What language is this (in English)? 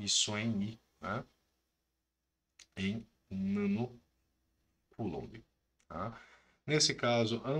Portuguese